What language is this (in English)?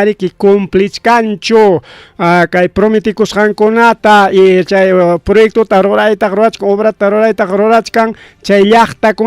Ayacucho Quechua